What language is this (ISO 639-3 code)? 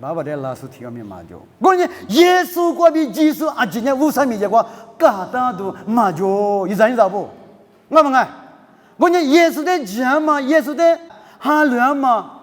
lis